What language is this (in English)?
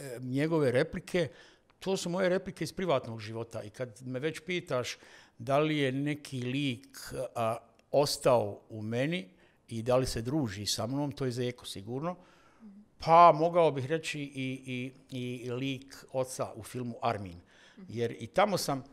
Bosnian